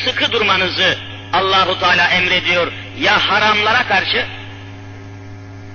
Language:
Turkish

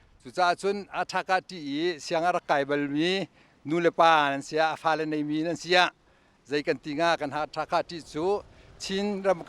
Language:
Hakha Chin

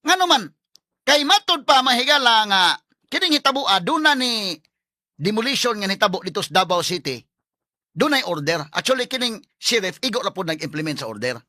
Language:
Cebuano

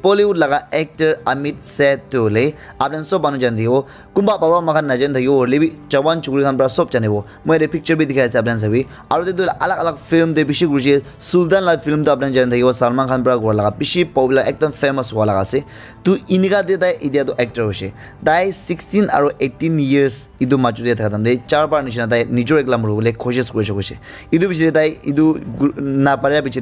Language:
Naga Pidgin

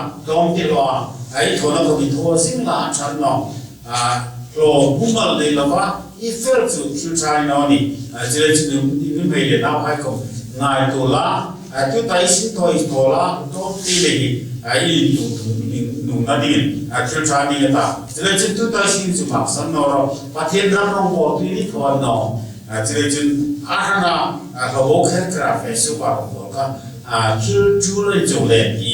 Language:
Hmar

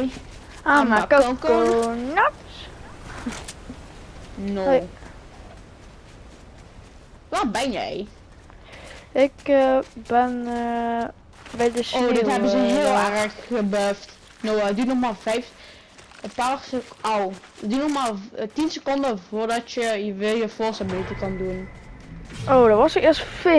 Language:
Dutch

